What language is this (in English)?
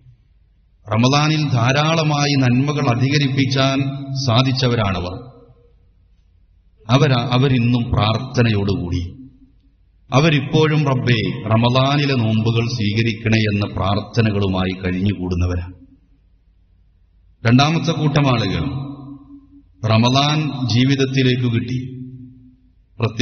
Malayalam